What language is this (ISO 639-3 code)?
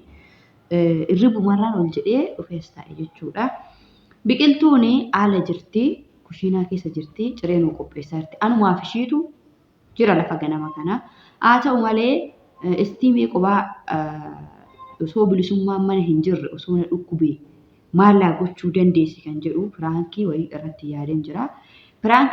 orm